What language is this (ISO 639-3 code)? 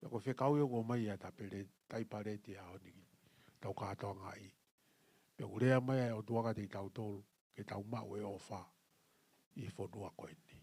ton